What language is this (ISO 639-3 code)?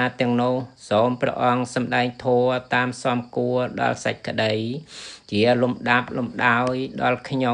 khm